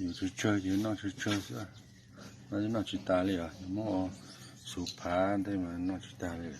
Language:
Hmong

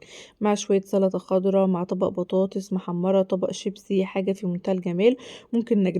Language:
Egyptian Arabic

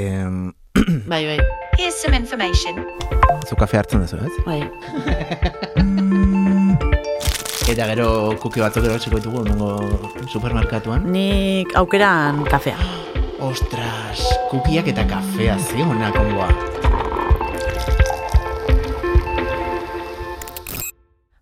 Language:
Basque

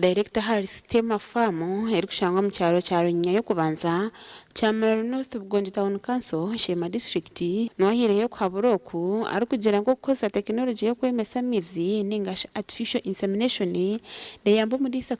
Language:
Nyankole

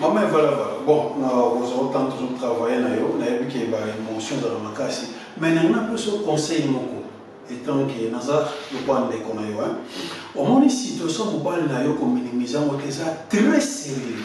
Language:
Lingala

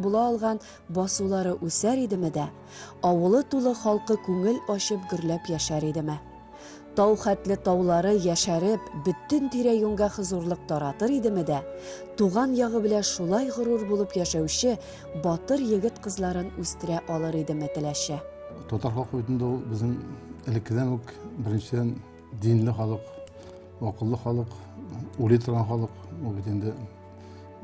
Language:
Tatar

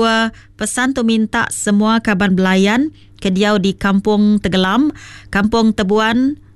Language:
Iban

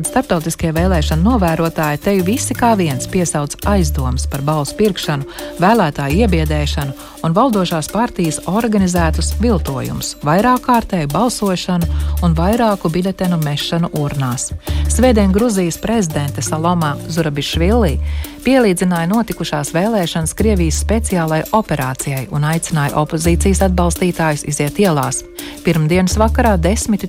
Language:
Latvian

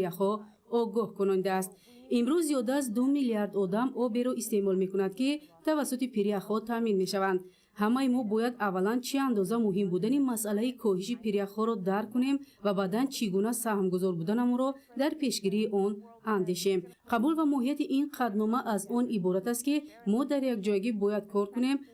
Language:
Tajik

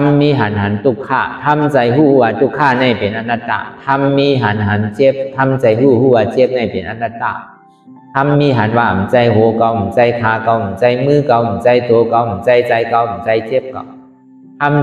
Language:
Shan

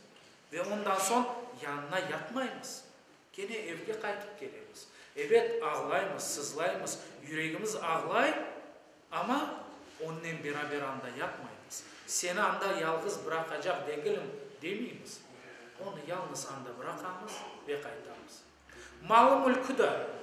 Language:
Crimean Tatar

